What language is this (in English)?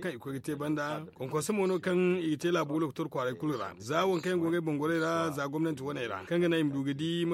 Zarma